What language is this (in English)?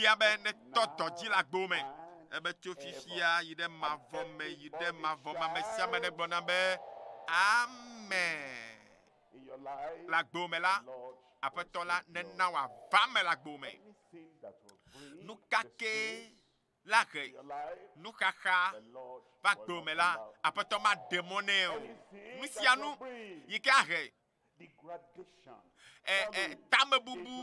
Ewe